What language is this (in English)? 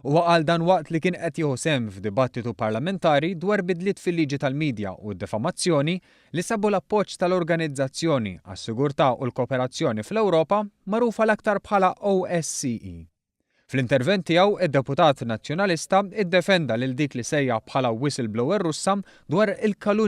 Maltese